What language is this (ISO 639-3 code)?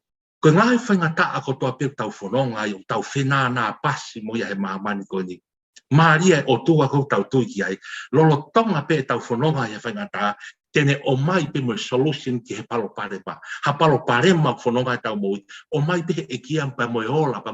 ton